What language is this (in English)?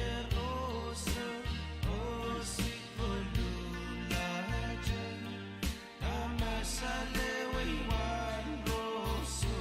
Pohnpeian